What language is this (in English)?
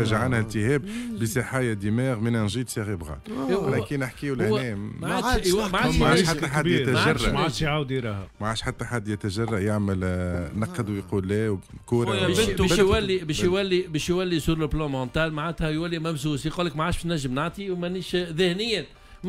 Tunisian Arabic